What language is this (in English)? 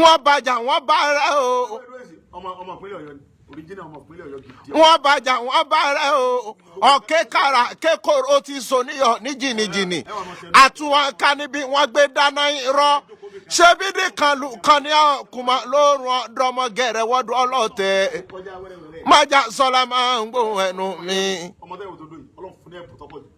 Yoruba